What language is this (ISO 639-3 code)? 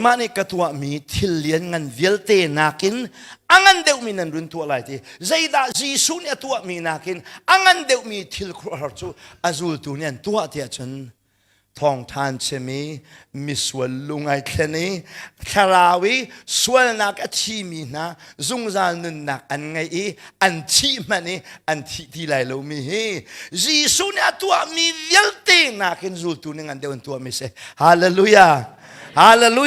cnh